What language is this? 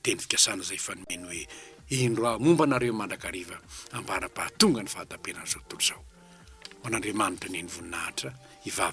Malagasy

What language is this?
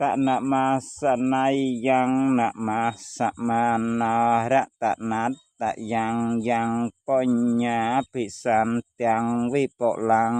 Khmer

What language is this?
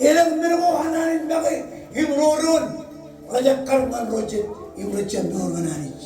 Marshallese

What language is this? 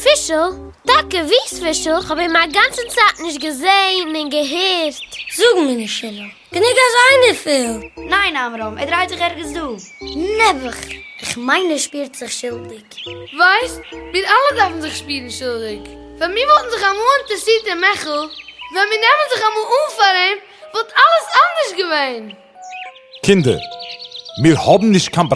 Yiddish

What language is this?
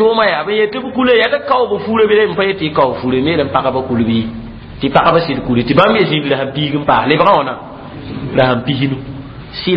Mossi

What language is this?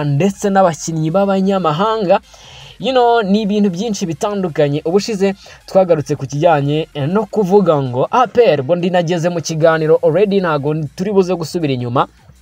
Kinyarwanda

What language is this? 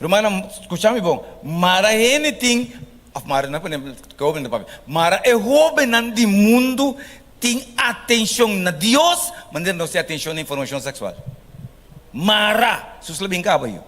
Papiamento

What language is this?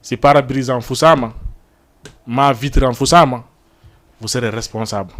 Fula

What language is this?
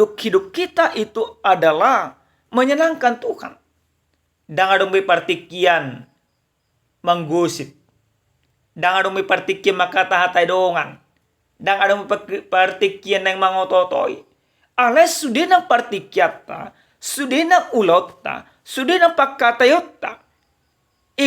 Batak Toba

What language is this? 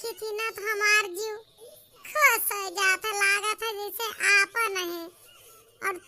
Awadhi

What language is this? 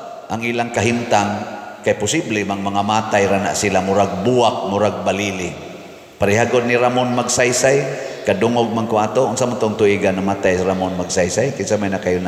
Cebuano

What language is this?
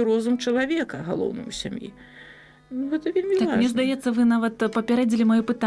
Belarusian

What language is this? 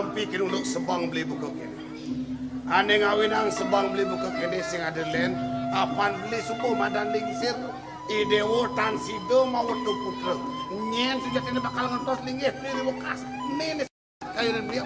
Balinese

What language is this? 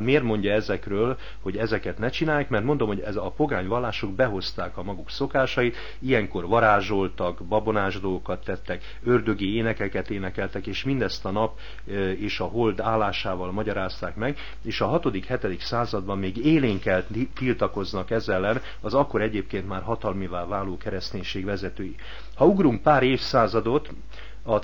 Hungarian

